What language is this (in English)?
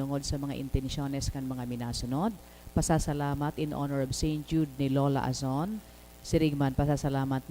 Bikol